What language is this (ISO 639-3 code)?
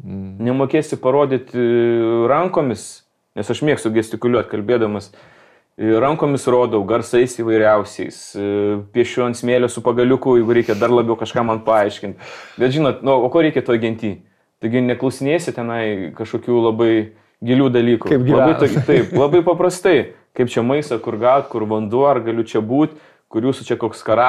lit